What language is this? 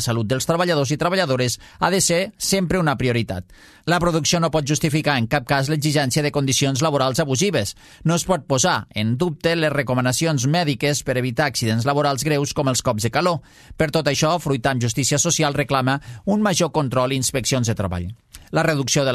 Catalan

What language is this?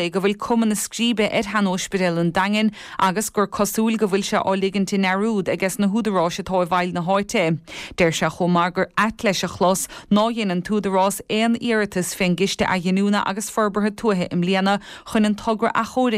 Irish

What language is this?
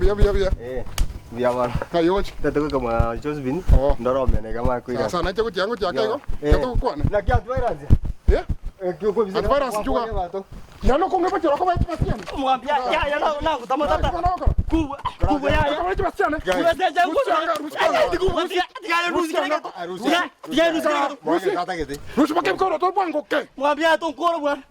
Gusii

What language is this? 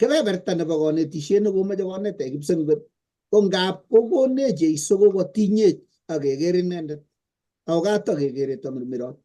Kalenjin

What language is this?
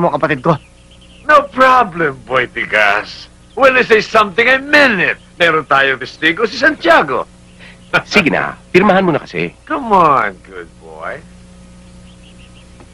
Filipino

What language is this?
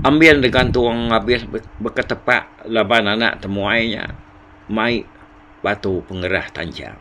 Iban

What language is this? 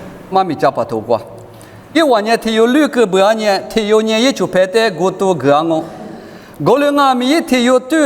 Lisu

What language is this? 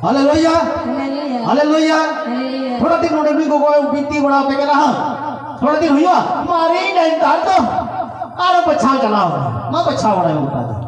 Santali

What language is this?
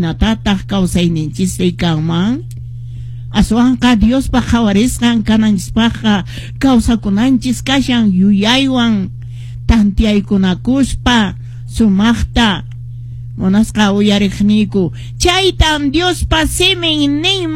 Quechua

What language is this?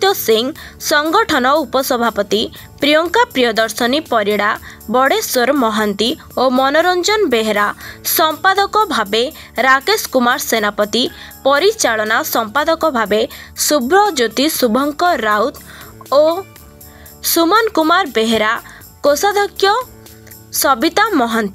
Odia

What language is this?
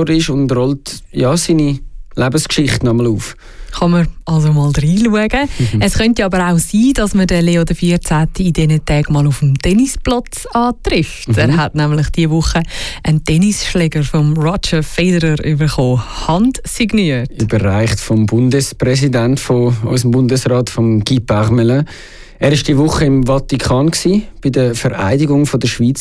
German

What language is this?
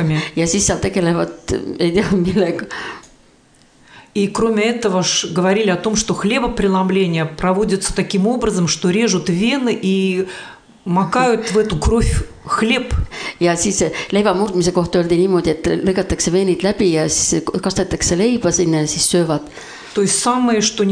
Estonian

